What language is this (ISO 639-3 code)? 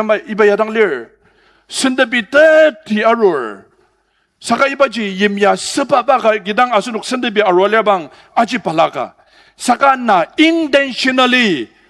njo